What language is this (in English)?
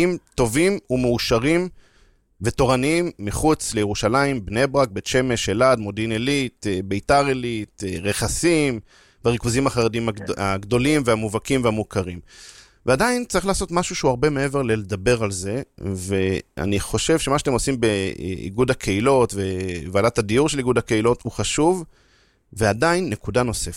Hebrew